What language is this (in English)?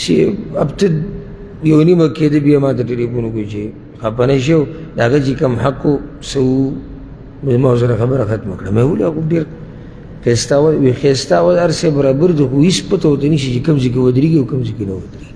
Pashto